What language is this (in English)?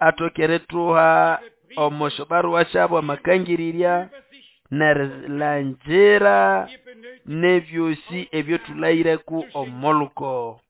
Nande